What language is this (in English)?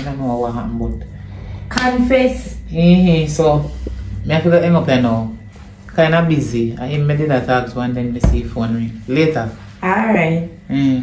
Jamaican Creole English